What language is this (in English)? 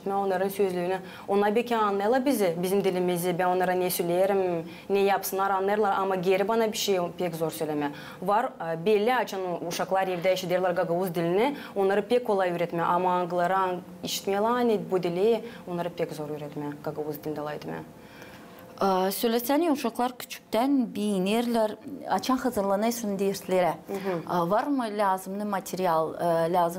Gagauz